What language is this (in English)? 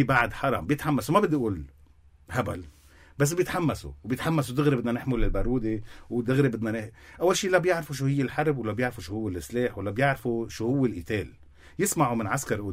North Levantine Arabic